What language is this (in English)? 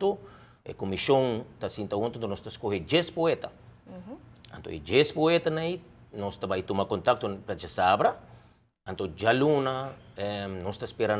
Papiamento